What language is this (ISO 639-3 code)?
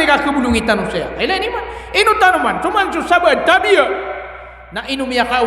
mrw